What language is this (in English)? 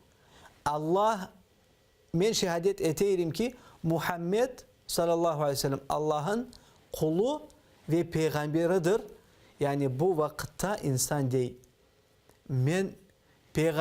Crimean Tatar